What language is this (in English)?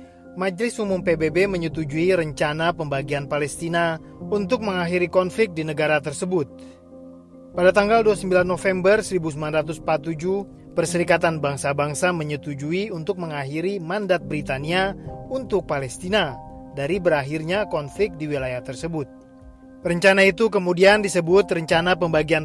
Indonesian